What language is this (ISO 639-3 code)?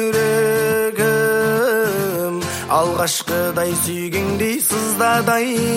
kaz